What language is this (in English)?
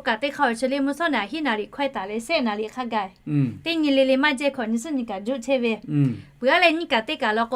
Lahu